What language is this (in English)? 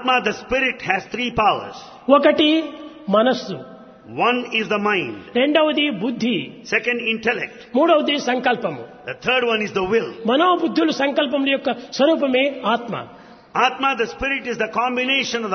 Telugu